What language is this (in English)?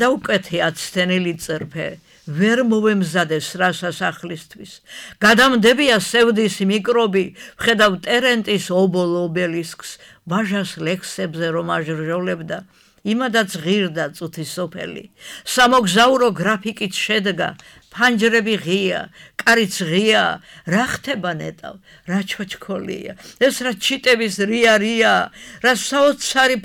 Georgian